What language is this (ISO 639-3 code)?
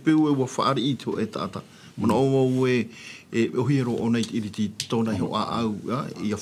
tah